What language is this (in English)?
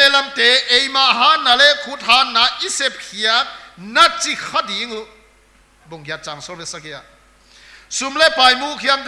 Paite Chin